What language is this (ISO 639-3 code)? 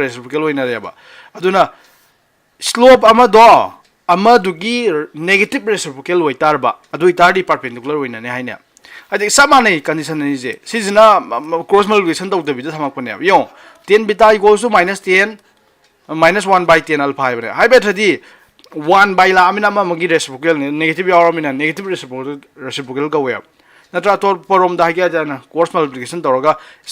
mni